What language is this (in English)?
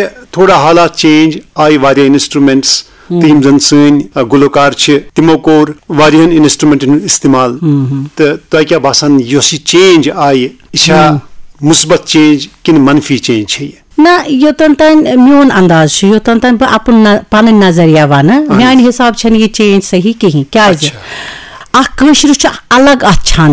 Kashmiri